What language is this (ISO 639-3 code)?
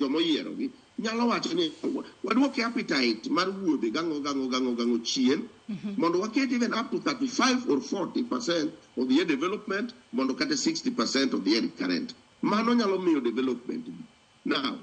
luo